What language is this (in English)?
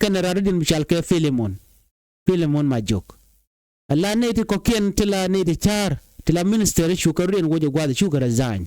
Nuer